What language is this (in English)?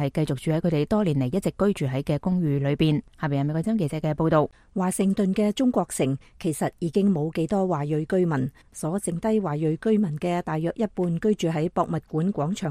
Cantonese